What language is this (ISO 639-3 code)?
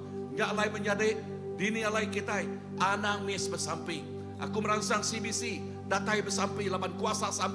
iba